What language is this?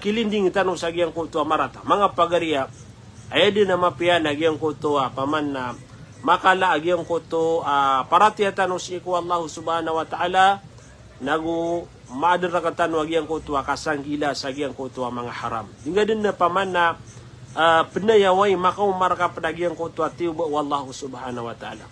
Maranao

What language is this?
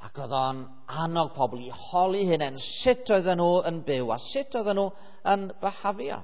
Welsh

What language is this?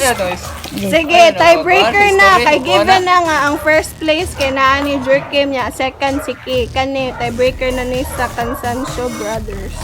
Cebuano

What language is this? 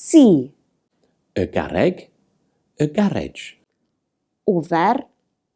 English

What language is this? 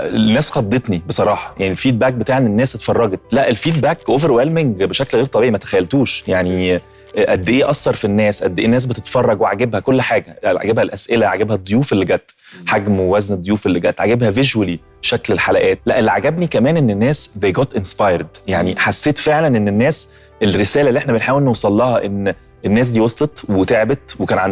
Egyptian Arabic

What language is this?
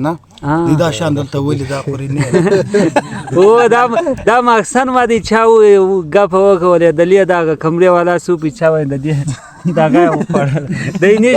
Pashto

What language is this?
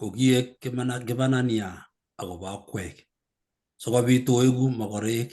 Kalenjin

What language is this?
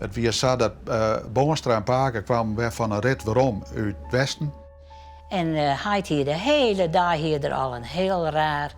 Western Frisian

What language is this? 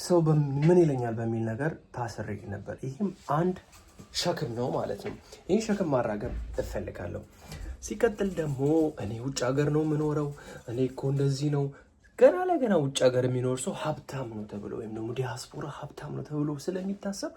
Amharic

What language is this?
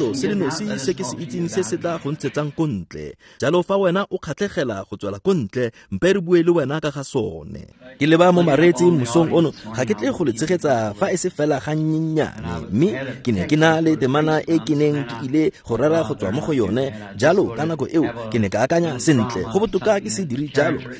Tswana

